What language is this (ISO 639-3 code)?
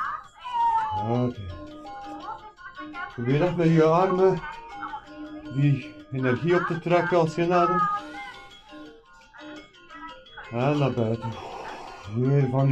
nld